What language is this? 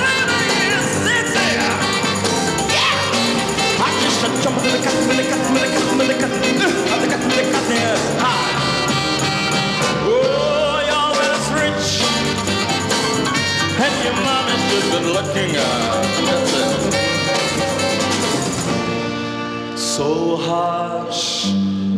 French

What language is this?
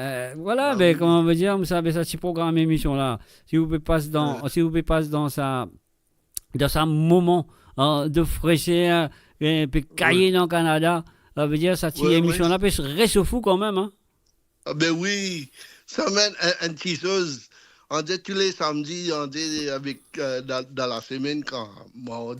Morisyen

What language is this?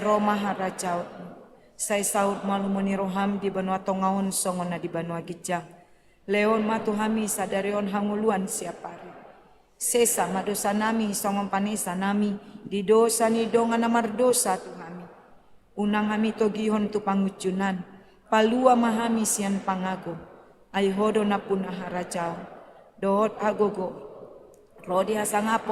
Batak Toba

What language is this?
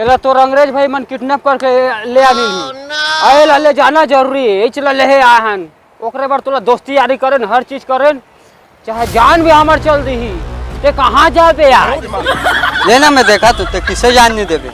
Chhattisgarhi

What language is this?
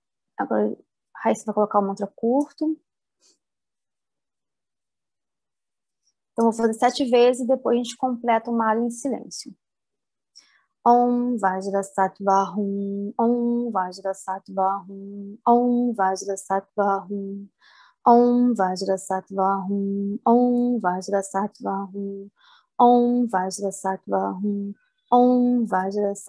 Portuguese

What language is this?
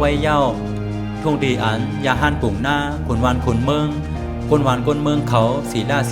Shan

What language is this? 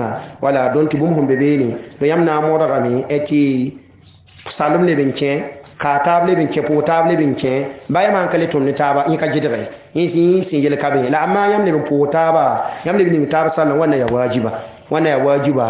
Mossi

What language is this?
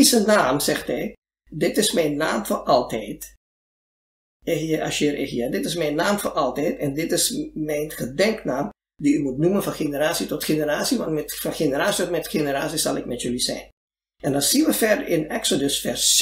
Dutch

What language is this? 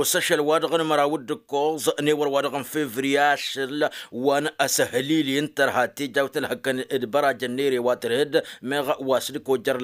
Tamasheq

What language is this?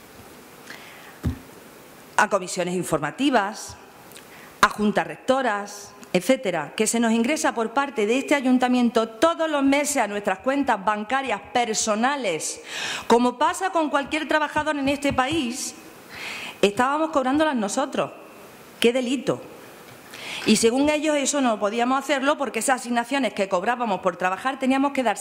Spanish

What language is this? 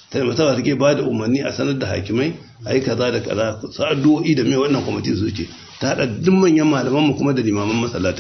Hausa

